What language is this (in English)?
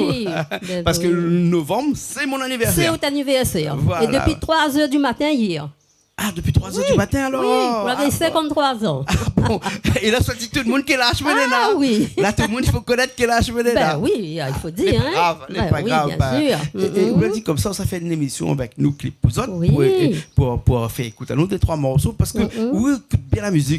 Réunion Creole French